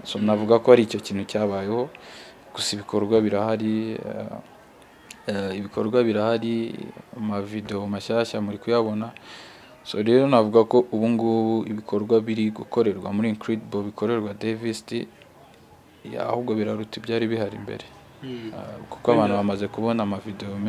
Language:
Kinyarwanda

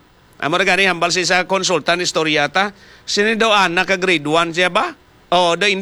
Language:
Hiligaynon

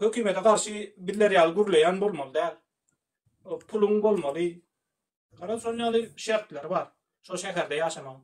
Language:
Turkmen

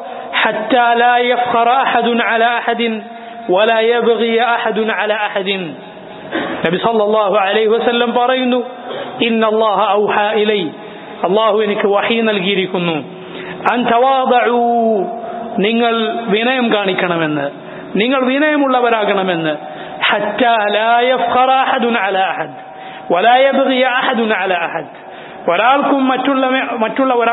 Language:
Malayalam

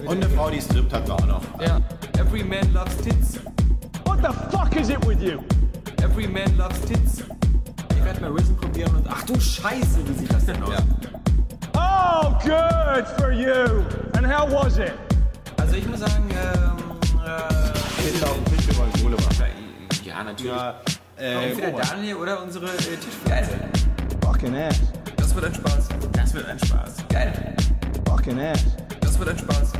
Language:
German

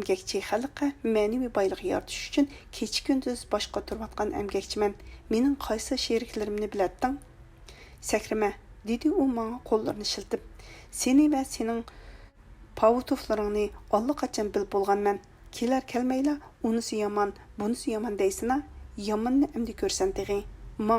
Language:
Uyghur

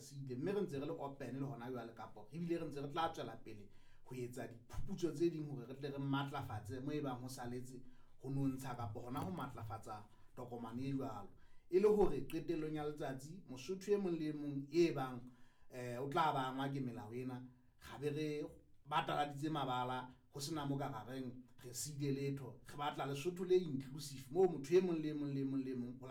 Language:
Southern Sotho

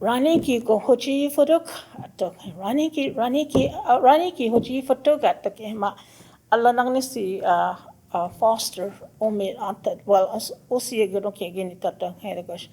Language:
Choctaw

